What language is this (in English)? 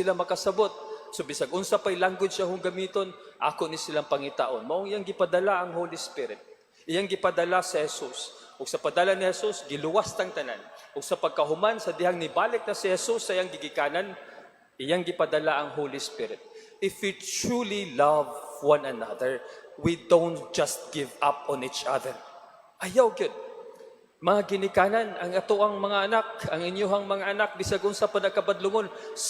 Cebuano